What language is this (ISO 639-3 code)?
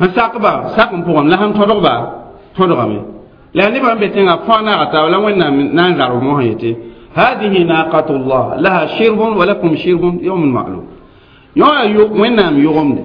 mos